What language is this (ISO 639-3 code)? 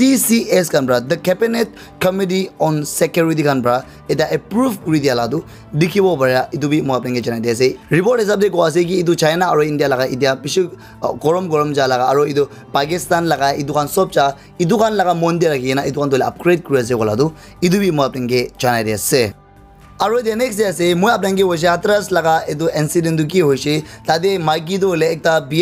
nag